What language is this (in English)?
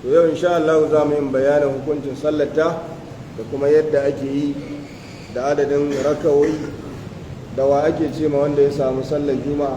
Hausa